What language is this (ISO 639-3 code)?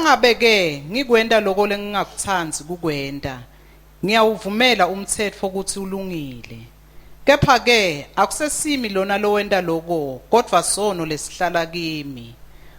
ssw